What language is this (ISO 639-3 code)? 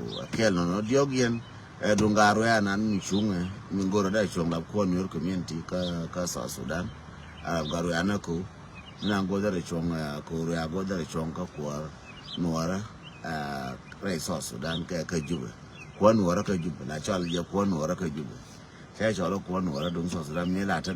nus